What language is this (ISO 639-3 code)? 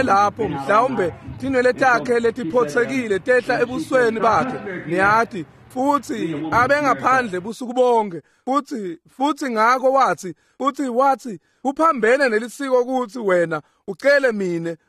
ssw